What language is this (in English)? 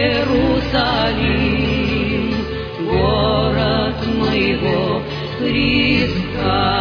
Serbian